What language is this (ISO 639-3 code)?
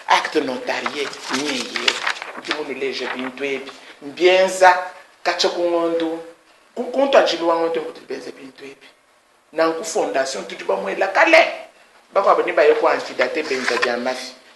lua